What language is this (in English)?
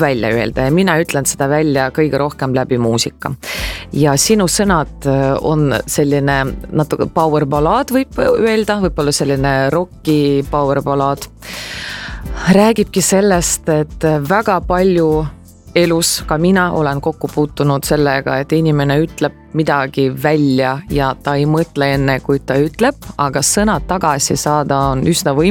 Estonian